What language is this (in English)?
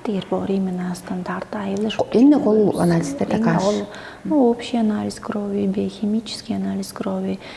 Tuvinian